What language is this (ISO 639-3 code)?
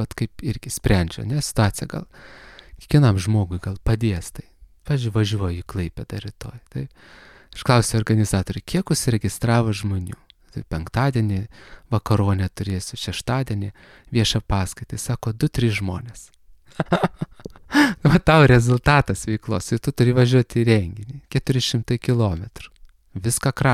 lit